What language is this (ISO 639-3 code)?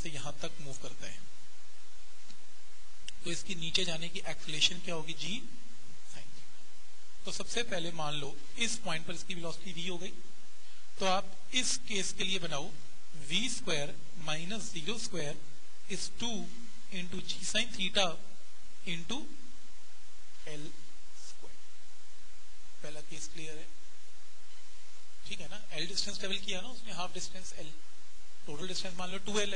hin